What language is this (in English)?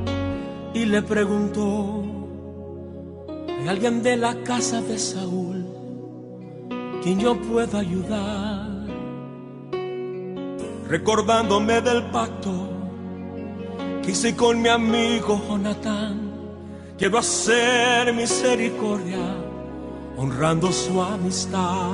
Spanish